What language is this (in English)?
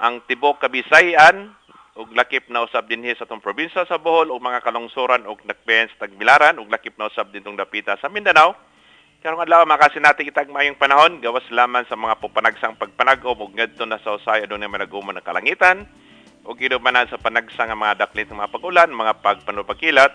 Cebuano